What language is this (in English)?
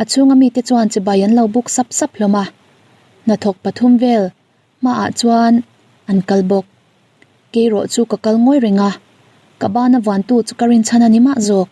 Mizo